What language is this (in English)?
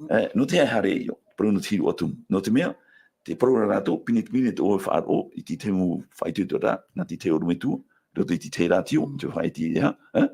Tahitian